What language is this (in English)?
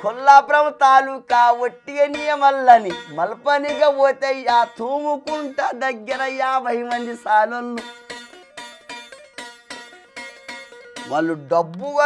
Telugu